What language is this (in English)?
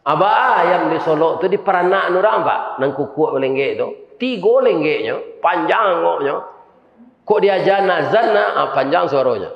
Minangkabau